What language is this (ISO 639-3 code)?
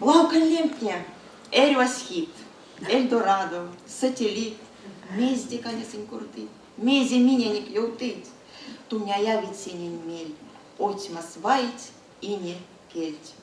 myv